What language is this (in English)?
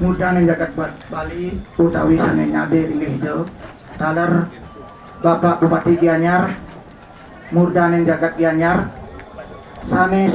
Balinese